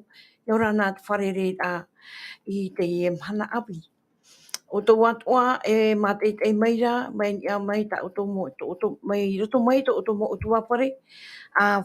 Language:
Tahitian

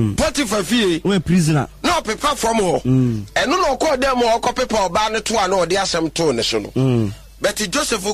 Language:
Akan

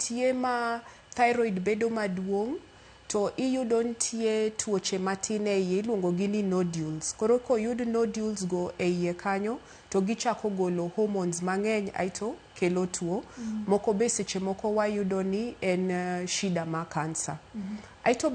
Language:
Luo (Kenya and Tanzania)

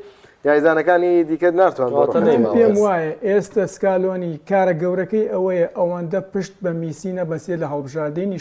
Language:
Central Kurdish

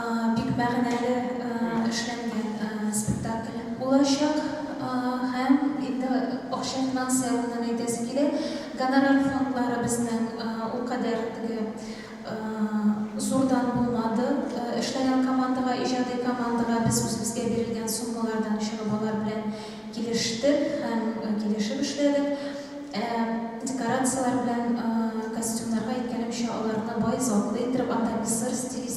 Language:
Tatar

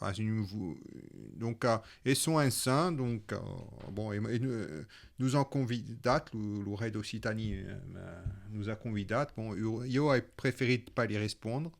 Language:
Occitan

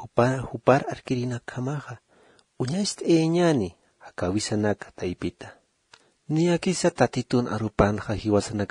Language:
Aymara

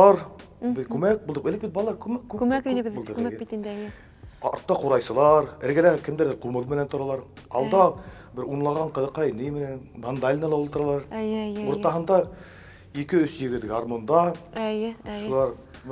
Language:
Bashkir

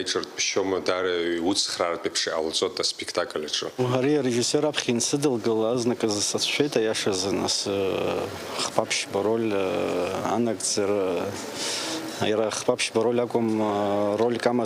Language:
Abkhazian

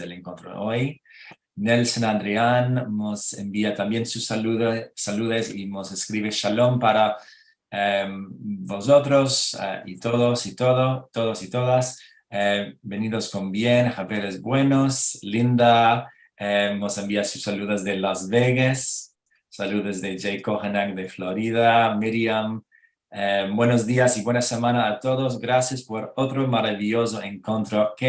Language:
Ladino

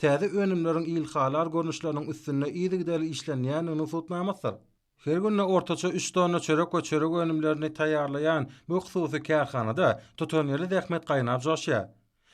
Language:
Turkmen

